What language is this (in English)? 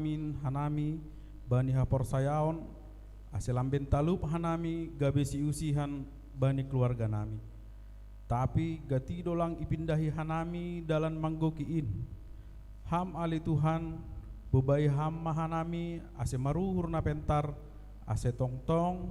Batak Simalungun